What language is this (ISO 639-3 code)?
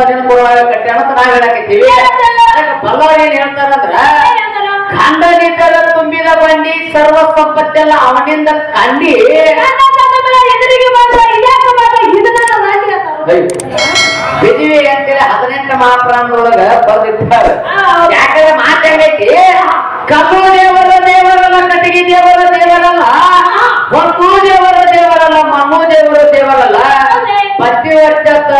kan